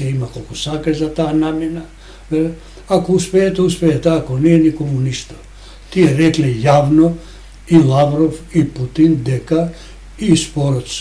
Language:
Macedonian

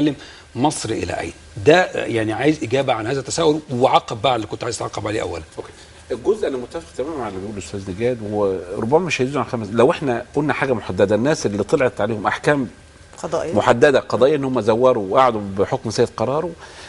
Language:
Egyptian Arabic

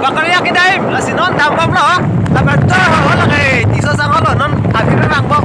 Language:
Karbi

